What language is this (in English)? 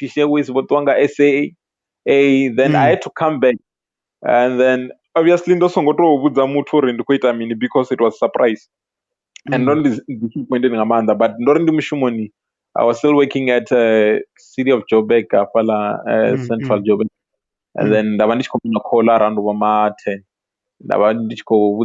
Venda